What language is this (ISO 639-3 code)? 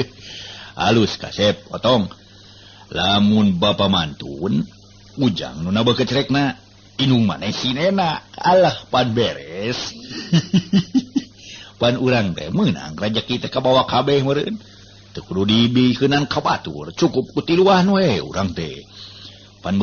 sun